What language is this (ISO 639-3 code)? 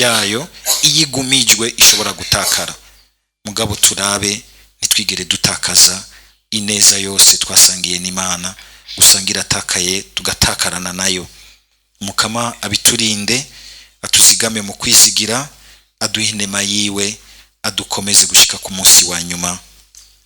run